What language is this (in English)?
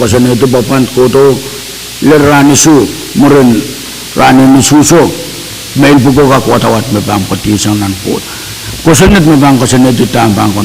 Pohnpeian